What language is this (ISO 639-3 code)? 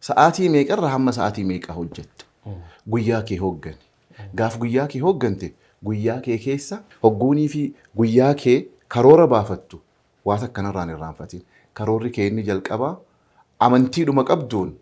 orm